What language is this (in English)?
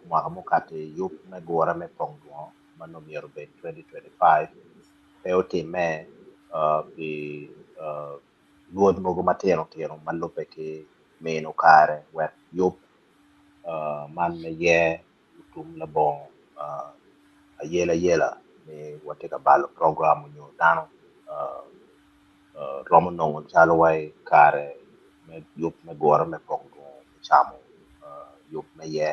Acoli